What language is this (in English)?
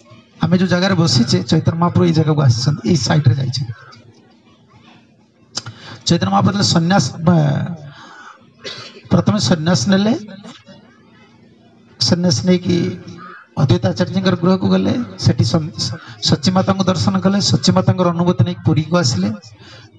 Odia